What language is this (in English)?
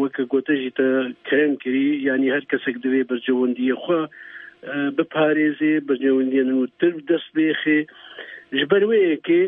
Kurdish